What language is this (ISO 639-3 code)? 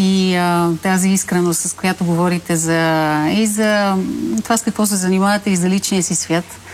bul